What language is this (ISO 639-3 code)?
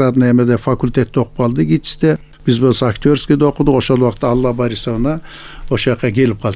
kir